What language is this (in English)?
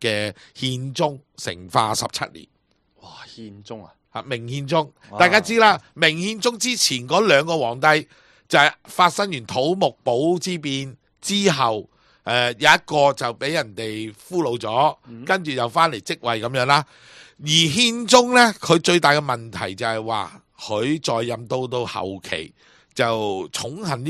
Cantonese